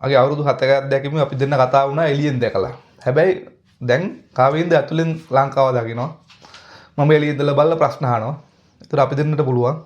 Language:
Sinhala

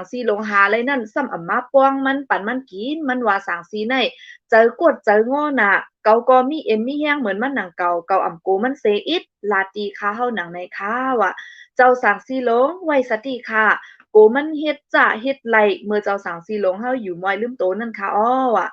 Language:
Shan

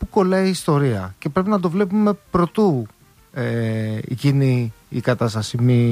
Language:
Greek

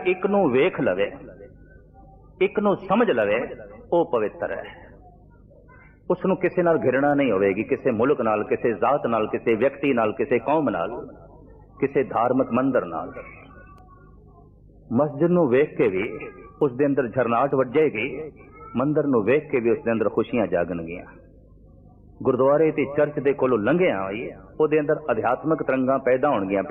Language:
Punjabi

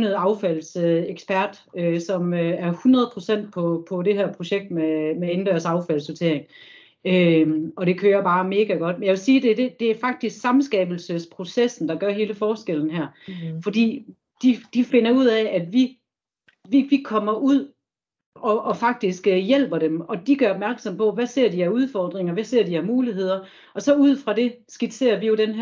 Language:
Danish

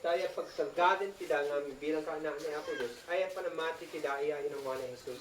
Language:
Isnag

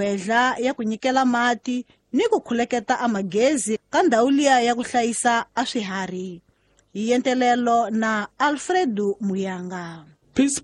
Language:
Tsonga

